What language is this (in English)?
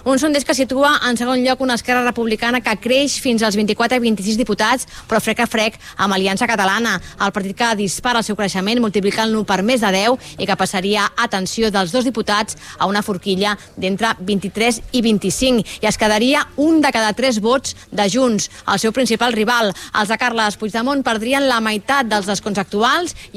Catalan